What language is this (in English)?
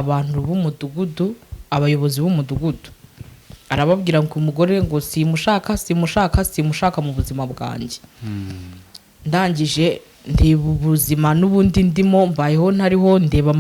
Kinyarwanda